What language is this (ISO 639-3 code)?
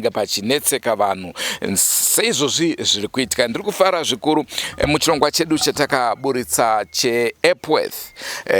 sna